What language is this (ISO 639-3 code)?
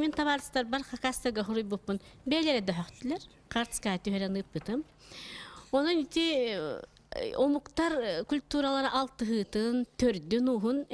sah